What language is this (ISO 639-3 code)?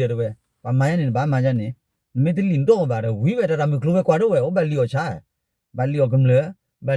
ksw